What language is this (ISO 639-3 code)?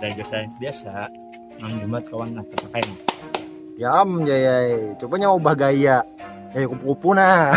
bjn